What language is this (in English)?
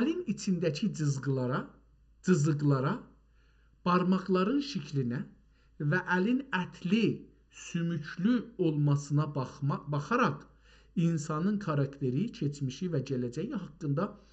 South Azerbaijani